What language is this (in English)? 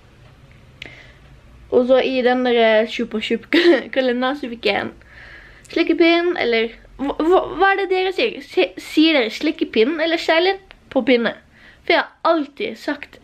Norwegian